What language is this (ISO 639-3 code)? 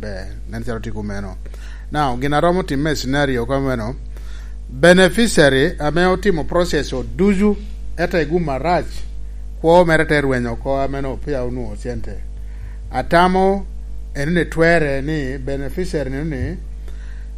laj